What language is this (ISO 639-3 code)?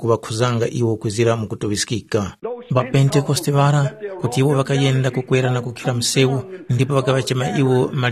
tum